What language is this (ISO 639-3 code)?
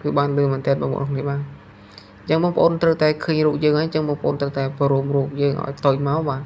khm